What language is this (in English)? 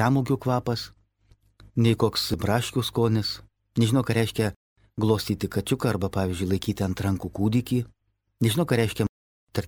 Lithuanian